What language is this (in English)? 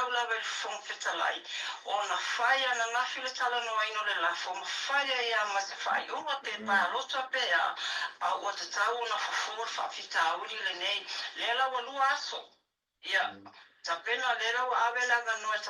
Samoan